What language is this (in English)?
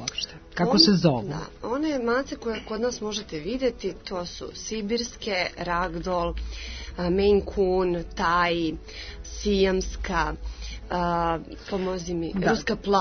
Serbian